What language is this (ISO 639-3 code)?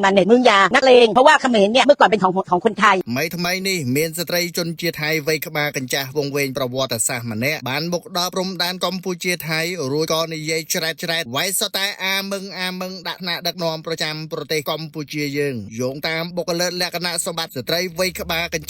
khm